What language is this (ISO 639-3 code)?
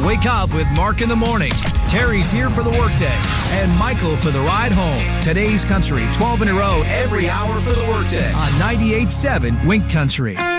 eng